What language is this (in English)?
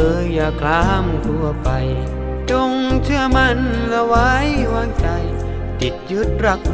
Thai